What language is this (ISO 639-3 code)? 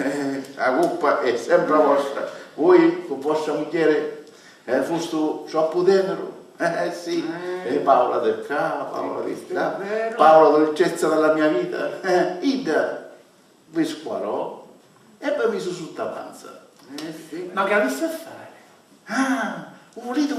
scn